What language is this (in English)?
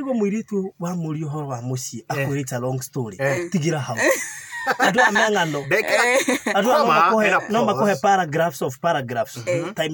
Kikuyu